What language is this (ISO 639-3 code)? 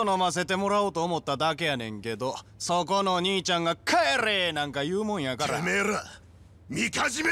jpn